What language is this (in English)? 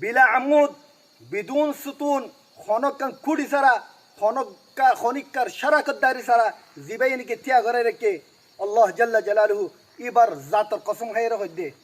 Rohingya